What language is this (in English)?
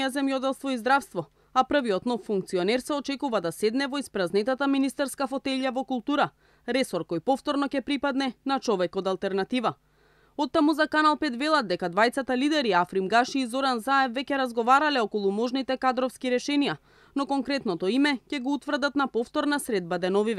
Macedonian